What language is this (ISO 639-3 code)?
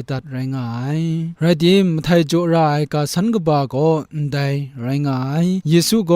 kac